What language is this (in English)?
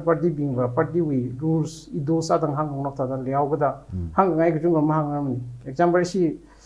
Tangkhul Naga (India)